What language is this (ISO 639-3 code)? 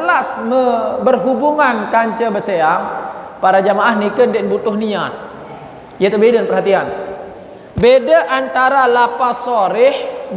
sas